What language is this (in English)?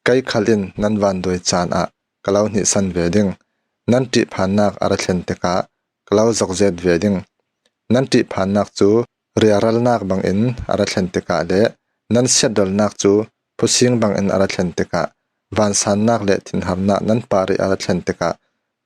Falam Chin